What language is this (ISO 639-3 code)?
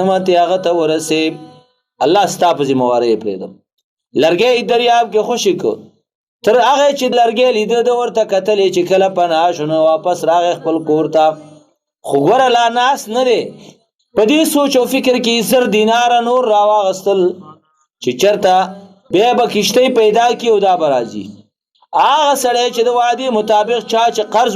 pus